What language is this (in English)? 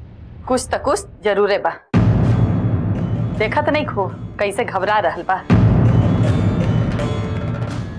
Bhojpuri